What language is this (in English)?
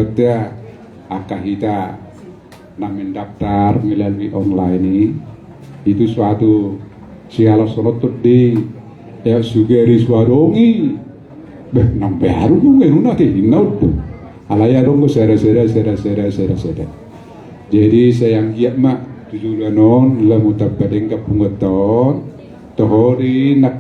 Batak Toba